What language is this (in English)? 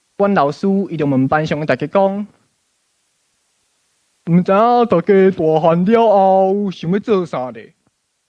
Min Nan Chinese